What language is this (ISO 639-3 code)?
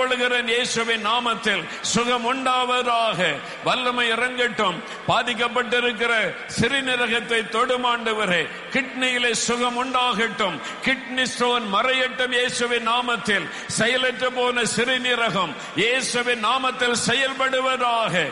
tam